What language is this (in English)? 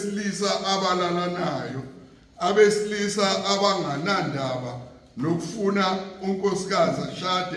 Zulu